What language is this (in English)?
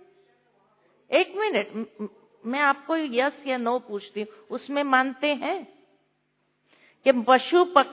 Hindi